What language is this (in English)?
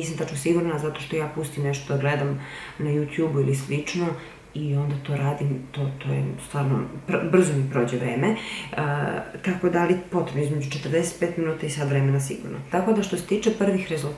Serbian